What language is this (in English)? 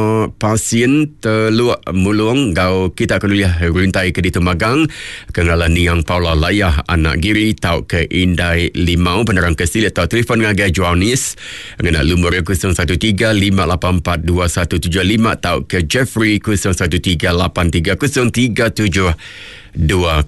Iban